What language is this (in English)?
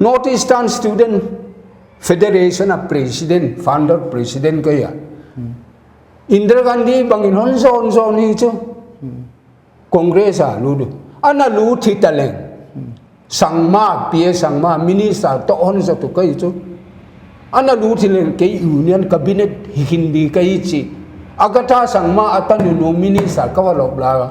Paite Chin